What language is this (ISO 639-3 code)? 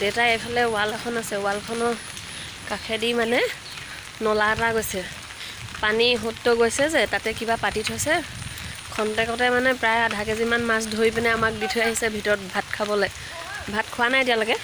asm